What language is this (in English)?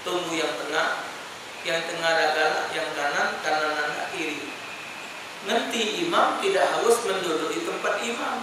Musi